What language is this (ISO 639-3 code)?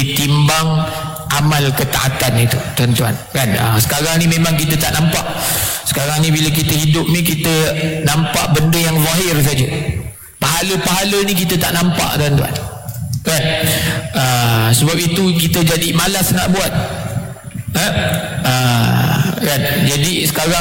msa